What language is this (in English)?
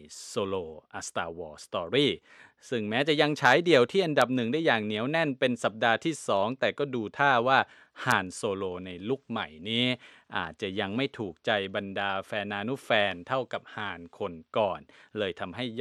Thai